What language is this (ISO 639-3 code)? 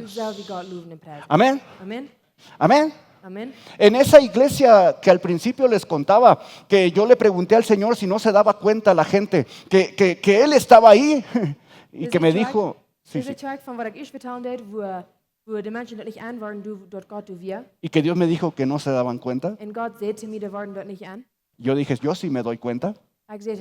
pdt